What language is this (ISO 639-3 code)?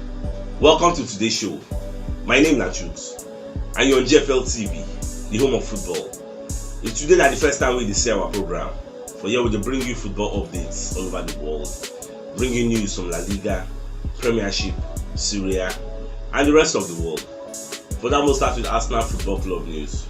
pcm